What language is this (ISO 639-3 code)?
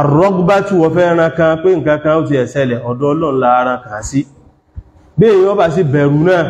yor